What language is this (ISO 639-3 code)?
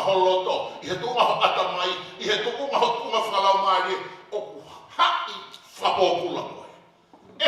ton